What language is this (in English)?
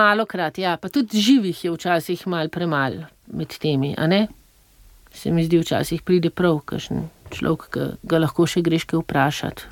Slovenian